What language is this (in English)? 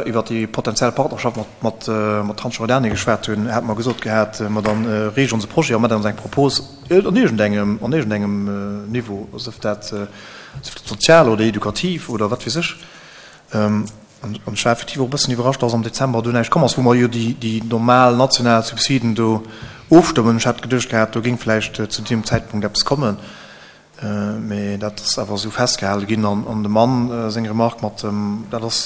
Luxembourgish